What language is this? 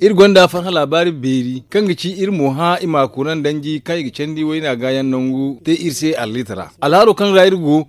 Zarma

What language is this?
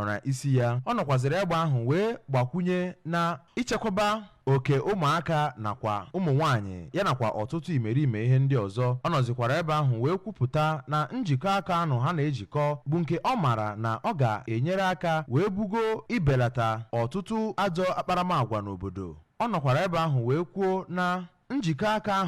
Igbo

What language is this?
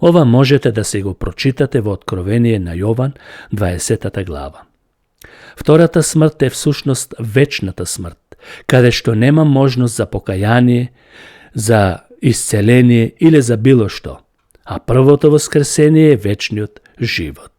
Macedonian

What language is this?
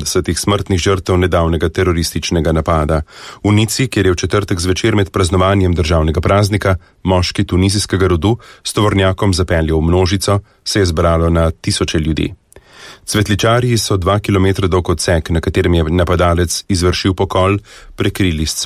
Slovenian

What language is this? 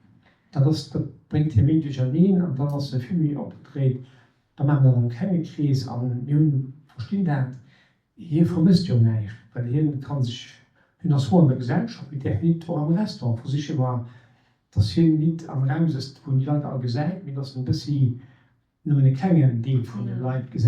Luxembourgish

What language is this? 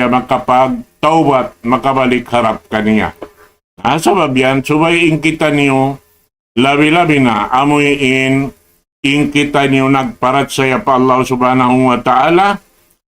Tausug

